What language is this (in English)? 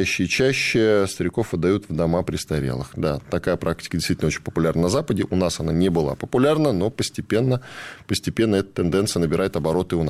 Russian